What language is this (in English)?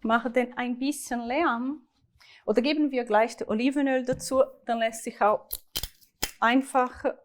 Swiss German